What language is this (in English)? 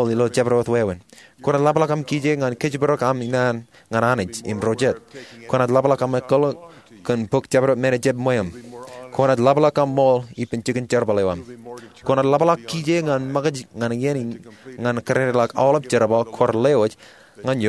Marshallese